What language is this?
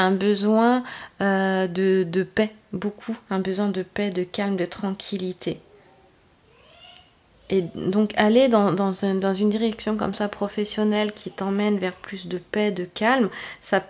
French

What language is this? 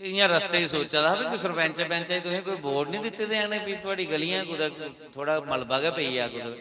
Dogri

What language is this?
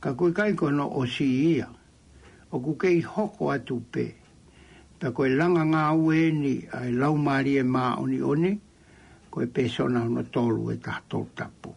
Tongan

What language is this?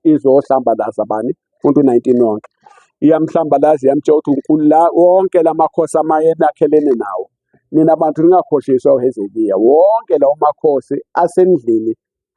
Zulu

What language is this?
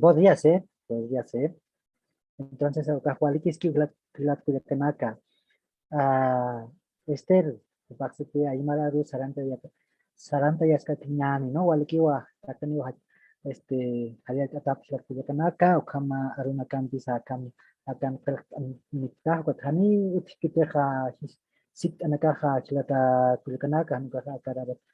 Aymara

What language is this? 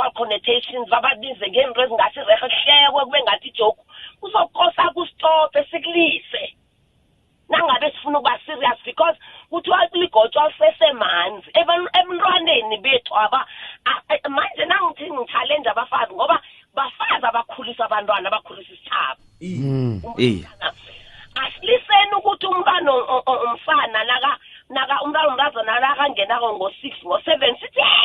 South Ndebele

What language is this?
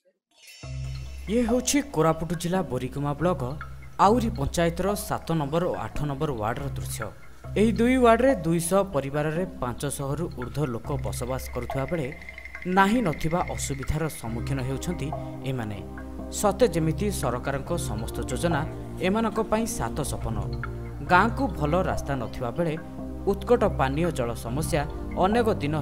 Odia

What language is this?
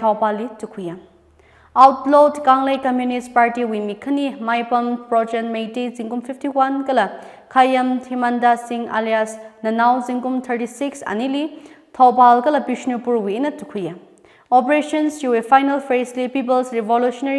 Tangkhul Naga (India)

